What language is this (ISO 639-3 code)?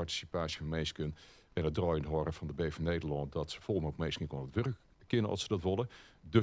fry